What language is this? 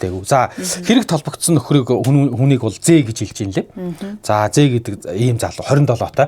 Mongolian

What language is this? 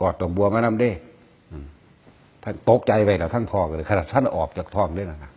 Lao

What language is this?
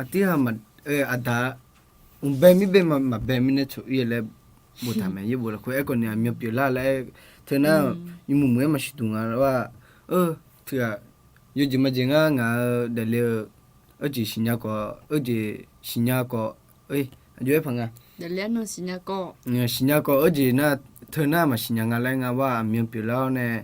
Akha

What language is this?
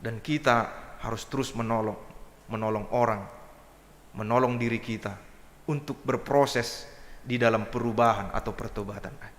Batak Simalungun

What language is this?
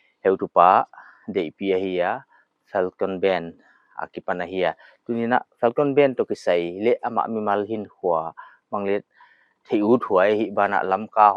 Paite Chin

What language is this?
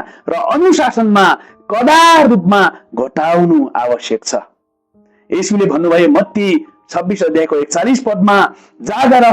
Nepali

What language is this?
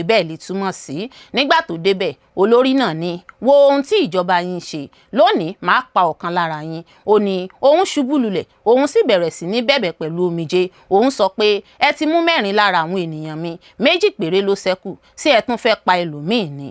Yoruba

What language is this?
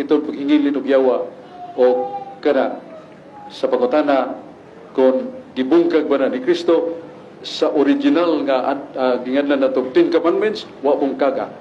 Cebuano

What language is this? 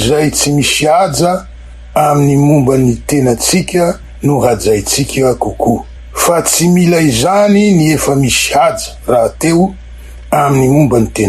Malagasy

